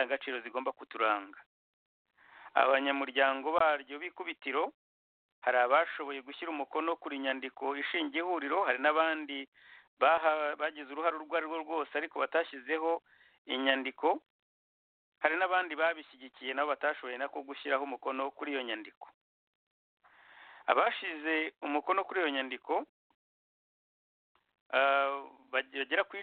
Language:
Kinyarwanda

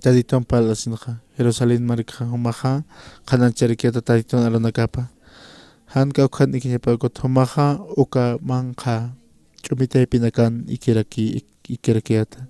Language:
Aymara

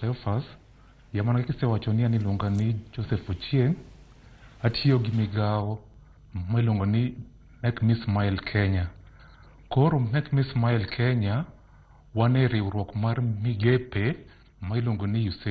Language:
Luo (Kenya and Tanzania)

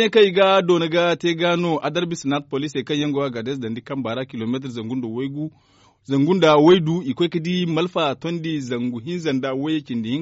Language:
Zarma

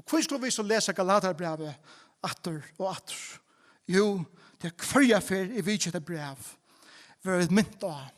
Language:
Faroese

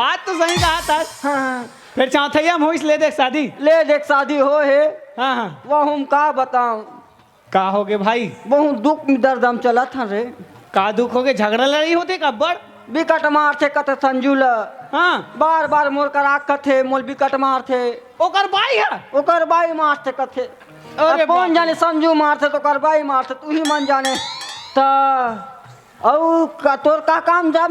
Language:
Chhattisgarhi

